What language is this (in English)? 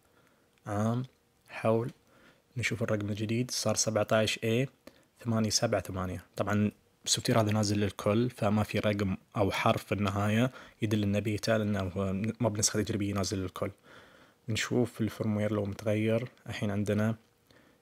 Najdi Arabic